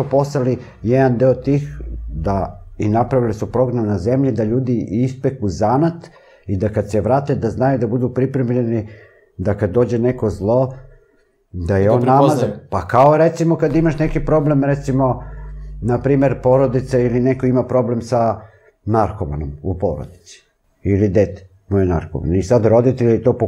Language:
Serbian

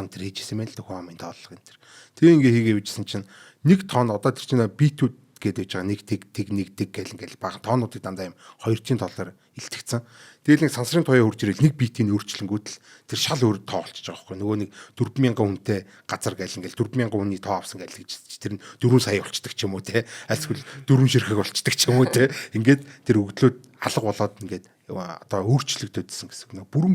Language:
Mongolian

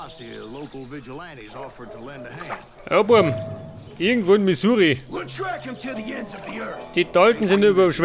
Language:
Bavarian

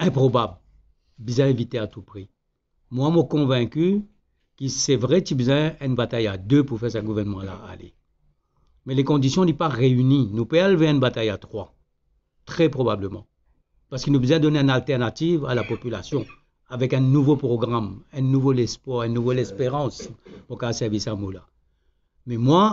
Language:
Morisyen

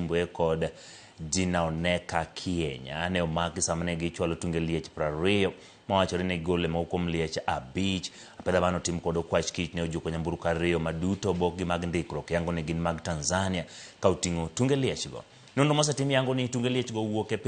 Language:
Luo (Kenya and Tanzania)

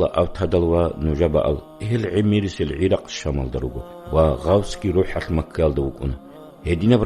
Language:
Avaric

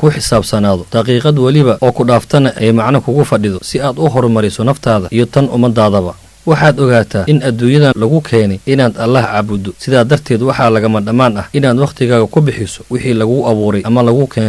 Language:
Somali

